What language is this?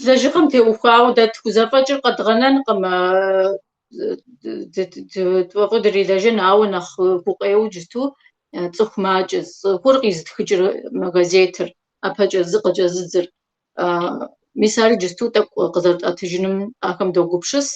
Kabardian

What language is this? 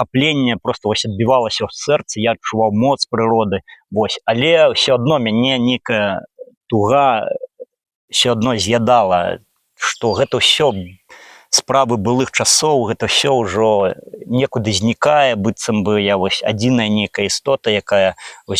Belarusian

